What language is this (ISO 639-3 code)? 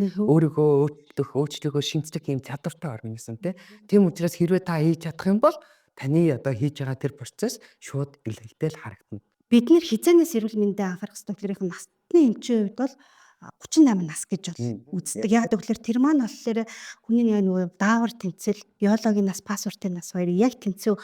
mon